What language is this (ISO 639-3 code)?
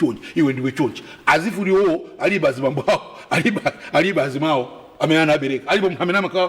nya